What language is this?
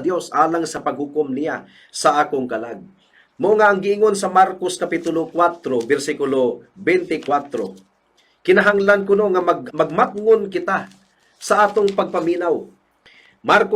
Cebuano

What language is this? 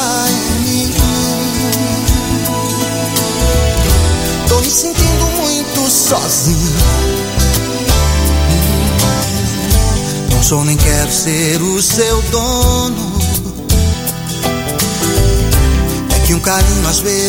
Portuguese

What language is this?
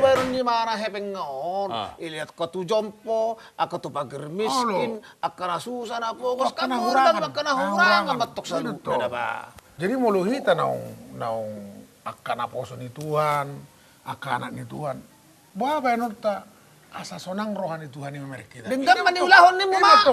Batak Toba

